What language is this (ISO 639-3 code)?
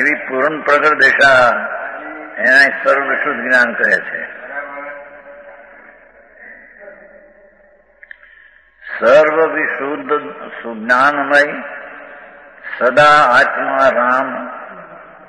guj